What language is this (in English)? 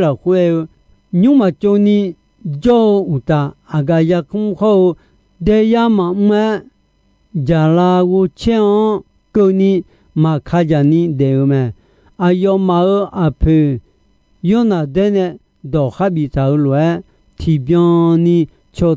Akha